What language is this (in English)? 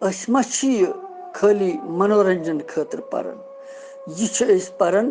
Kashmiri